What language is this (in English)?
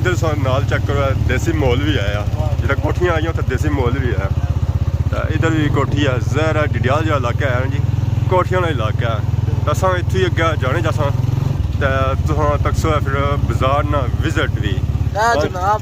Pahari-Potwari